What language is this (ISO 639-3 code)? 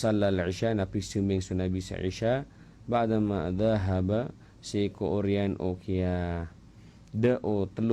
mrw